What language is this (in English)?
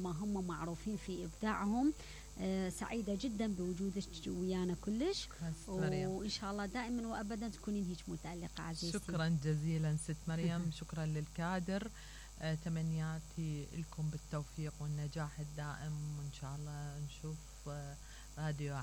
Mesopotamian Arabic